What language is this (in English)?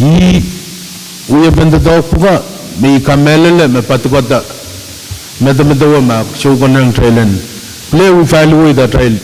Pohnpeian